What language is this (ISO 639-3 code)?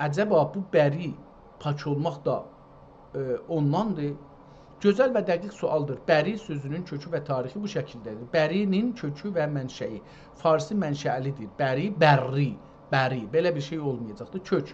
azb